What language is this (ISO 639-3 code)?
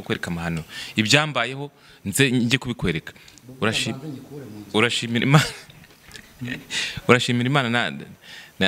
kin